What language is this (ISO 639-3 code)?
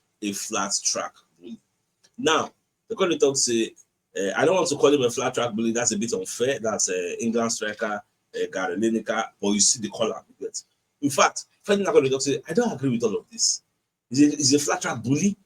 pcm